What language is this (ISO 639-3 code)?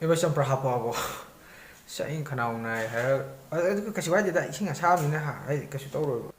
mni